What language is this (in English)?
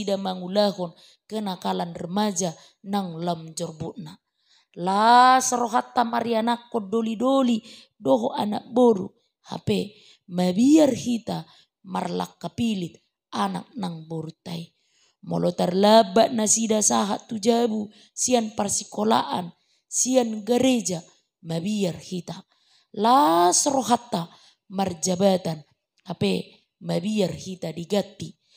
Batak Toba